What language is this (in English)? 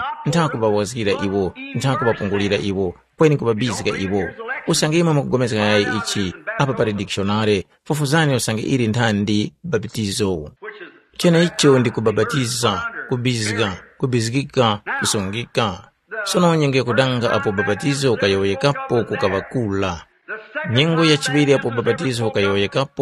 Tumbuka